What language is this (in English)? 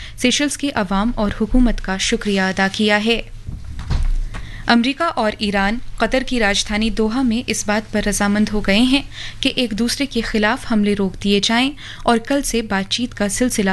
Urdu